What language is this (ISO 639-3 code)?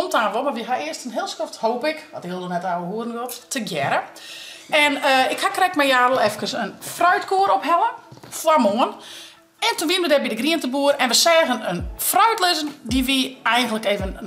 fry